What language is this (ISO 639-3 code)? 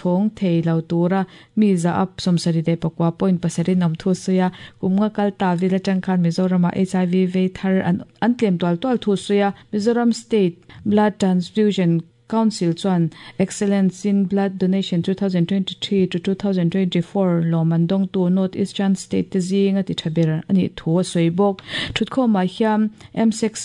lus